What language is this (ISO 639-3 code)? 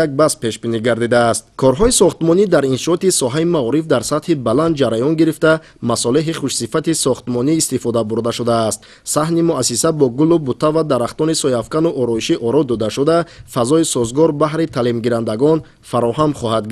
tgk